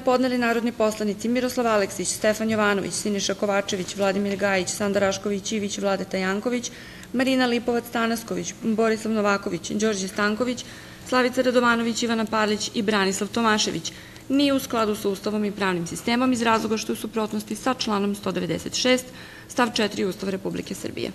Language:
Serbian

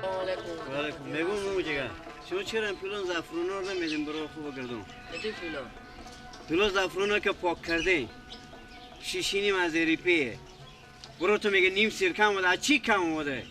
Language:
Persian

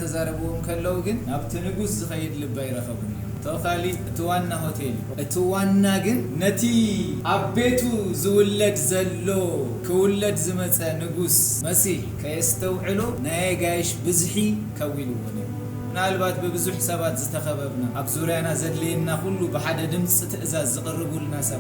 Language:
Tigrinya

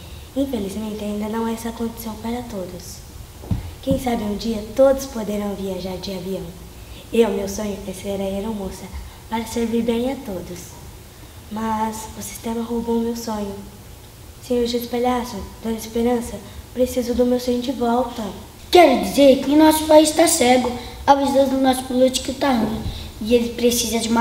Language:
Portuguese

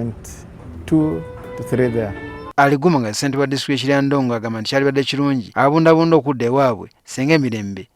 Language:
Ganda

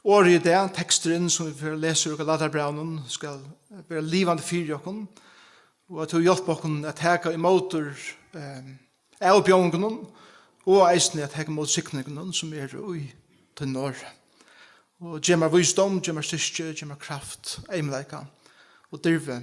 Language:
Faroese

